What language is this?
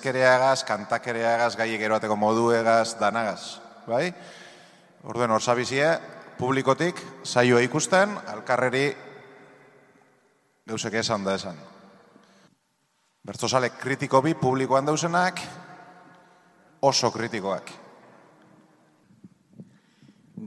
Basque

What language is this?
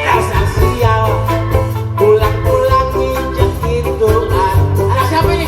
Betawi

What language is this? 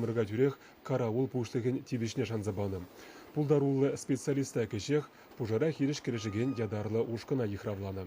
Chuvash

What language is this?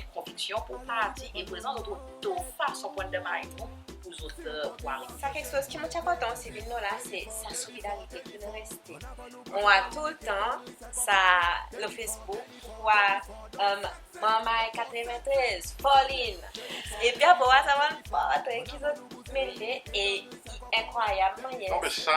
Seselwa Creole French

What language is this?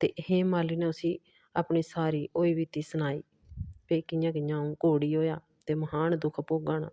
Dogri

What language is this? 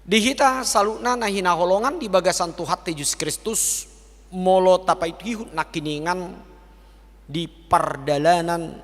Batak Toba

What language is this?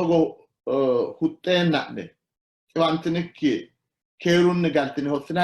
Sidamo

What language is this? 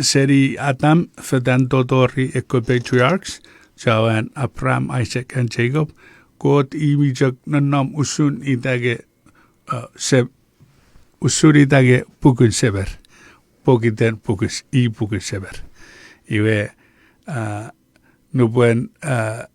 Chuukese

